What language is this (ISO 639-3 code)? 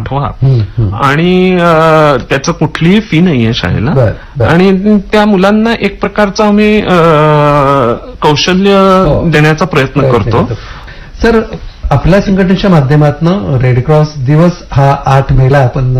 mar